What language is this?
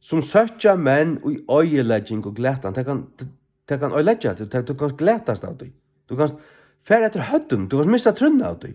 Faroese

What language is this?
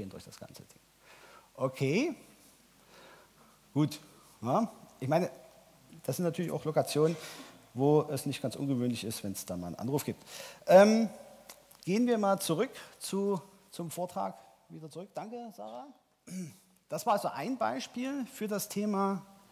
German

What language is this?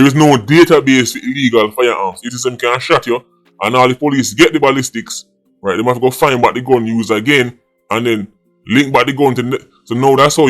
Jamaican Creole English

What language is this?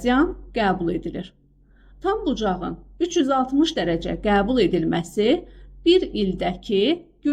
Azerbaijani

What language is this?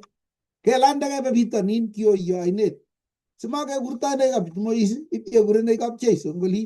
Kalenjin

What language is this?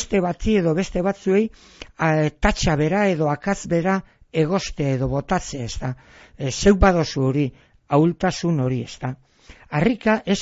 Basque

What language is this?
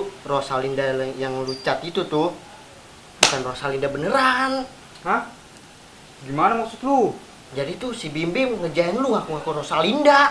Betawi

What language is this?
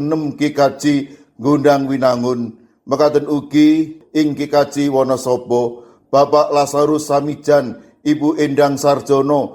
Javanese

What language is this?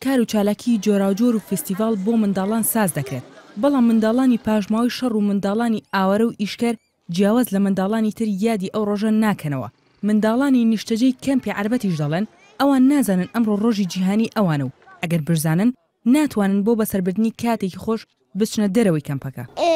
Central Kurdish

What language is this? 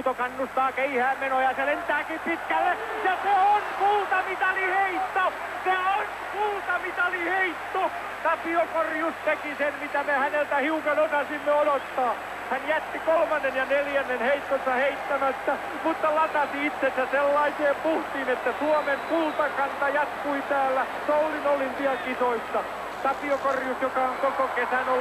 Finnish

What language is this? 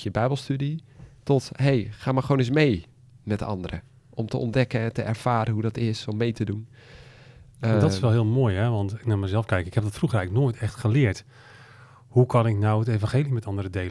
Dutch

